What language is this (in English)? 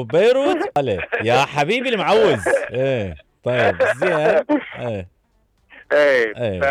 Mesopotamian Arabic